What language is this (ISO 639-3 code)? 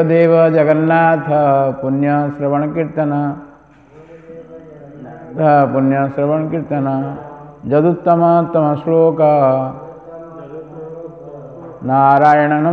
ori